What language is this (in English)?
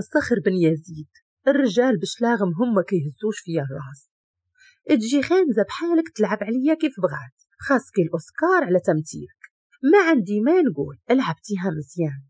Moroccan Arabic